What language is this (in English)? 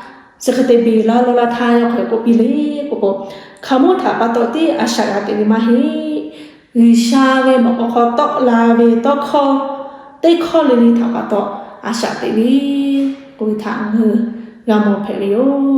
Lahu